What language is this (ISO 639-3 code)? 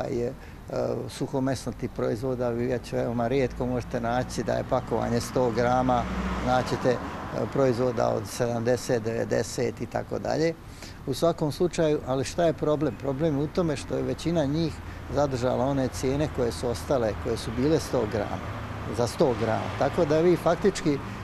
bos